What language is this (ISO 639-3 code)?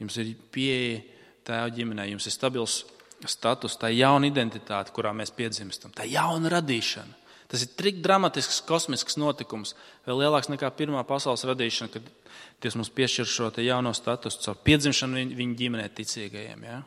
lav